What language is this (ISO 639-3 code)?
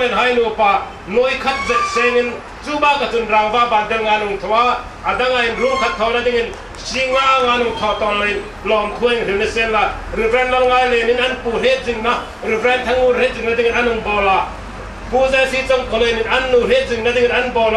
hmr